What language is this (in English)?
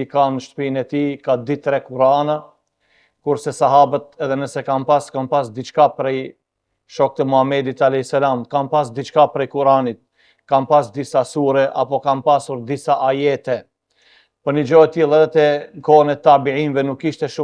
Albanian